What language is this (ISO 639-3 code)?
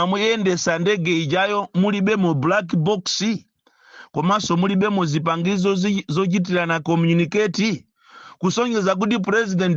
nya